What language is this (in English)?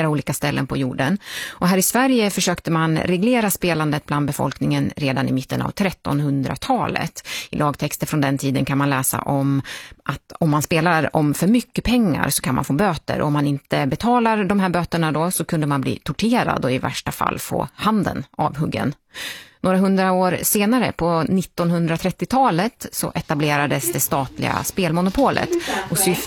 Swedish